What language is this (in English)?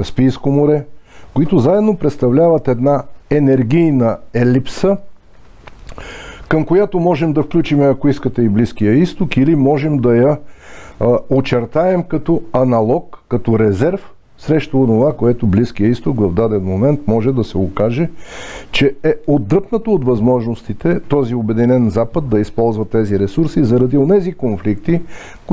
Bulgarian